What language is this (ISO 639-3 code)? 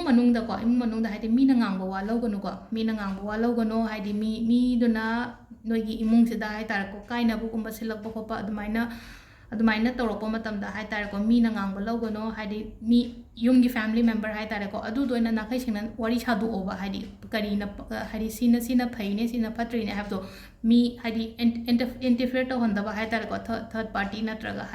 mni